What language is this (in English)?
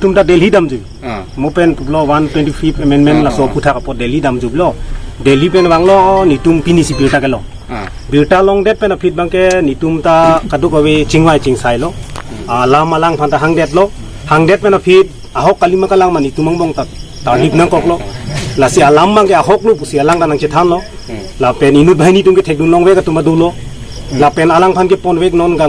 Karbi